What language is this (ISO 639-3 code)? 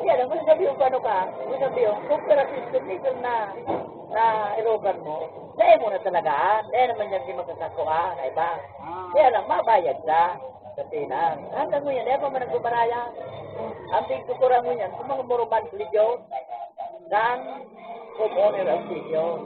bik